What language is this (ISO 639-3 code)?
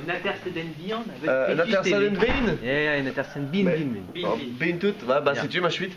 bre